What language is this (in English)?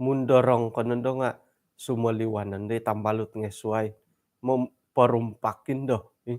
Central Dusun